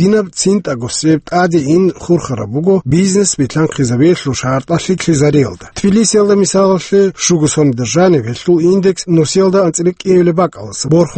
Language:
Avaric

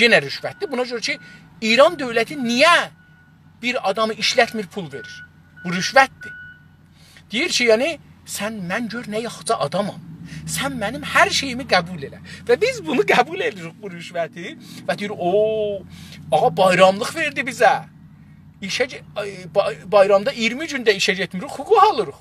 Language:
South Azerbaijani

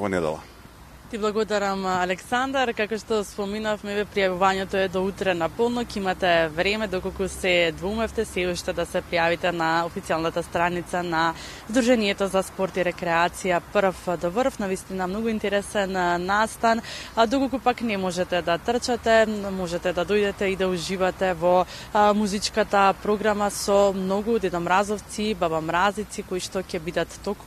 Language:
Macedonian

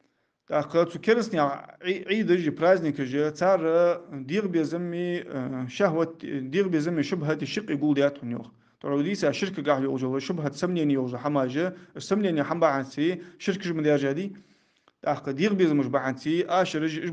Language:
Ingush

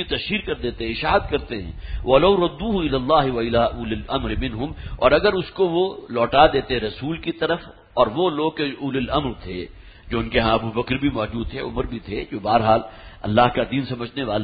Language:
Urdu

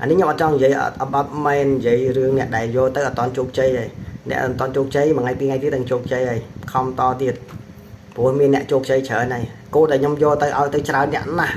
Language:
Khmer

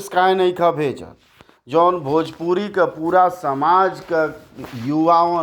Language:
Bhojpuri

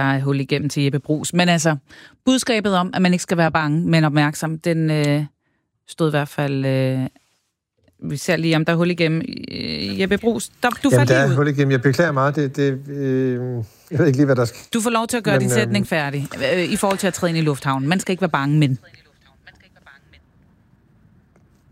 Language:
Danish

